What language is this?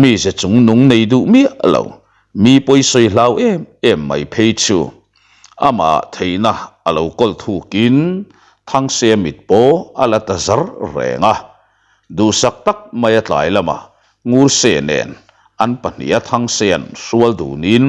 Mizo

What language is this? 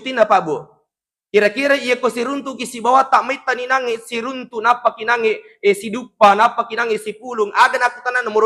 Buginese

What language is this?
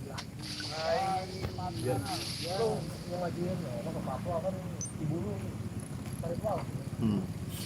Betawi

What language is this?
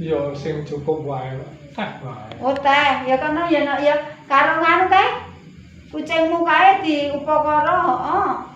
Javanese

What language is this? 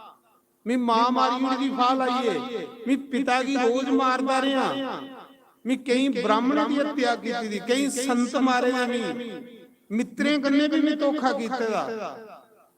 Dogri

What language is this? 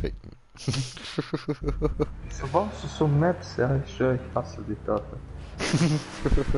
Swiss German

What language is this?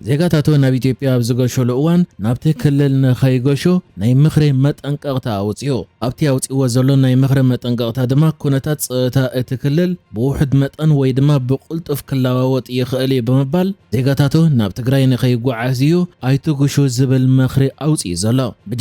Tigrinya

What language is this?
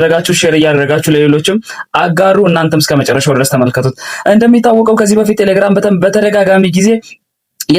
Amharic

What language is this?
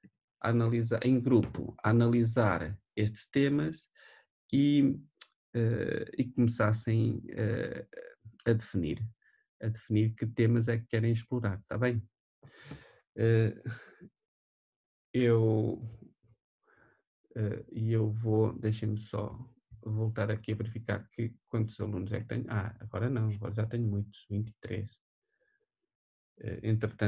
Portuguese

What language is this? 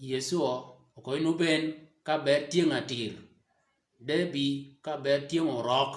Shilluk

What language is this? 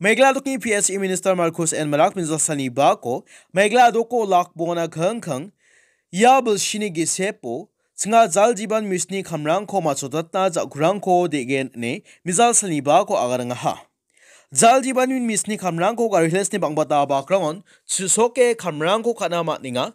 Garo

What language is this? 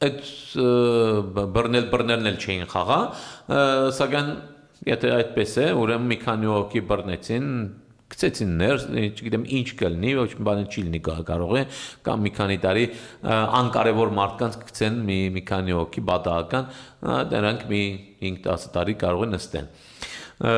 Armenian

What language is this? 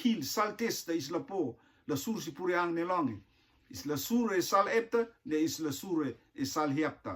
Rotuman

